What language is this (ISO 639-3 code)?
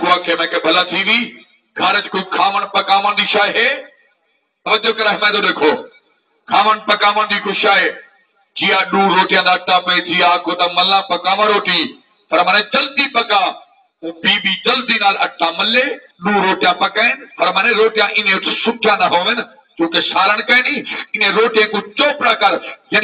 skr